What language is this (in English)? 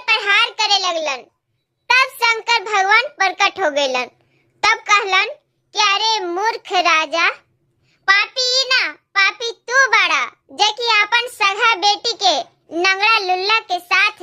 Bhojpuri